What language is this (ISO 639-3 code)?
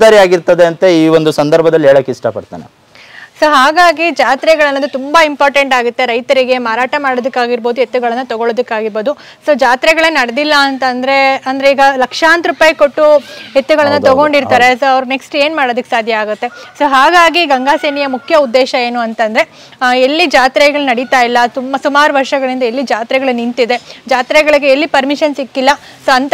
kan